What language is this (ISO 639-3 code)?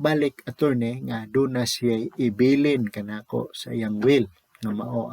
ceb